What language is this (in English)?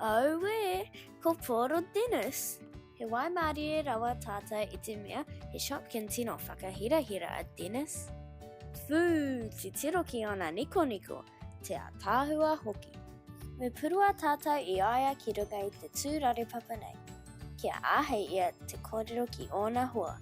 Māori